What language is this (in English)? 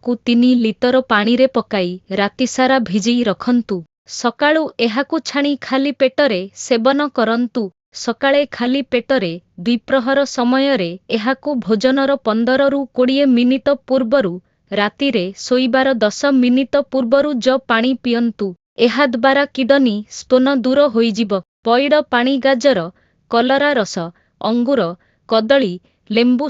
Odia